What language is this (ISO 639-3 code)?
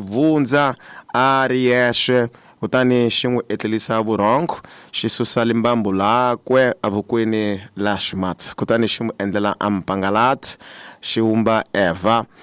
tso